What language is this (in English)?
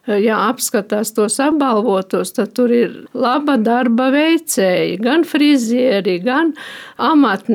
Latvian